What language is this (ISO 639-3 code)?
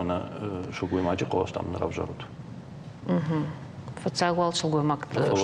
oss